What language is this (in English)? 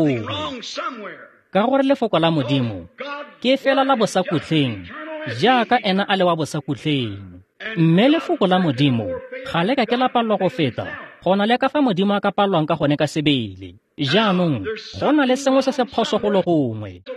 Tswana